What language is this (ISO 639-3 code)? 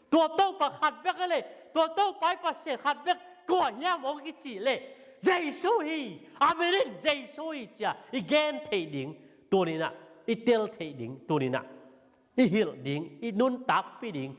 ctd